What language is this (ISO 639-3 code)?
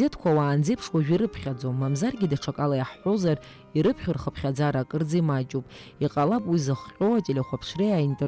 abk